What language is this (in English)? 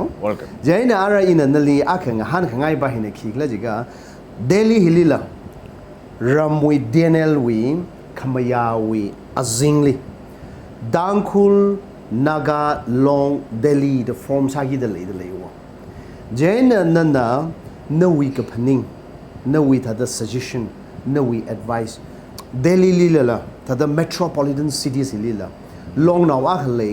Tangkhul Naga (India)